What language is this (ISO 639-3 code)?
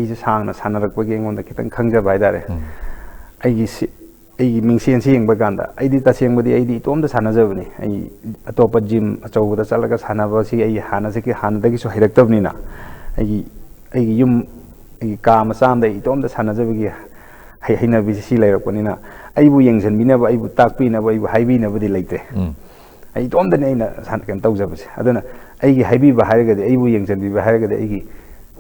mni